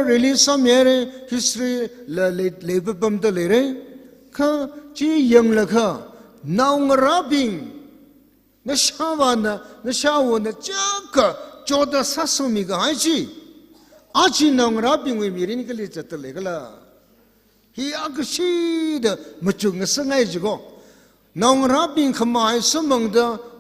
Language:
Tangkhul Naga (India)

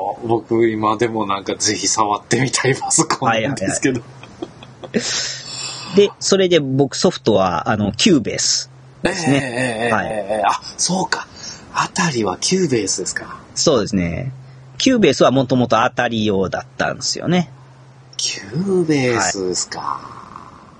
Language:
Japanese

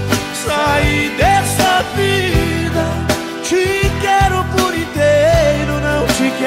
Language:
Portuguese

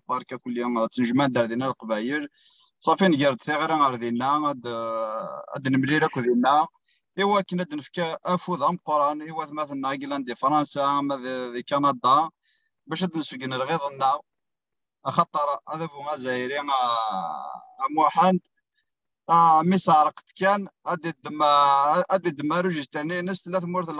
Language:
Kabyle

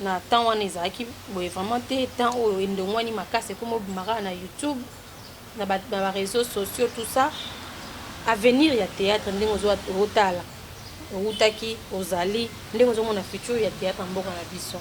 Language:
Lingala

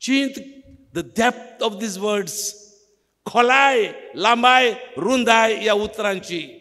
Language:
Konkani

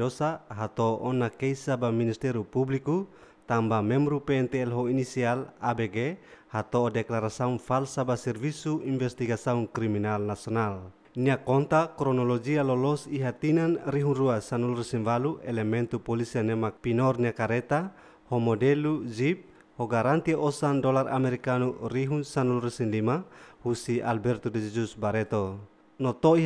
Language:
Tetum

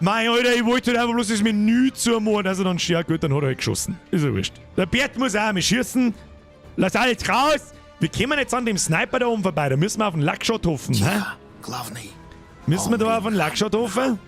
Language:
Bavarian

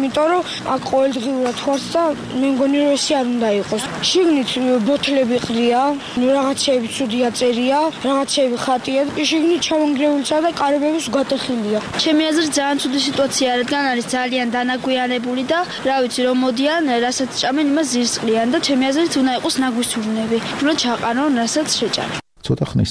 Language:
Georgian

